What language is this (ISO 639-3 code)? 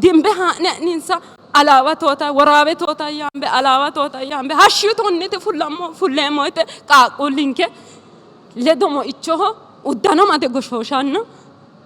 sid